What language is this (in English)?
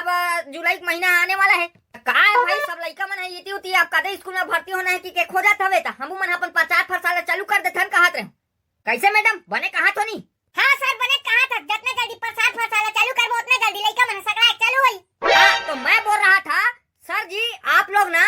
Chhattisgarhi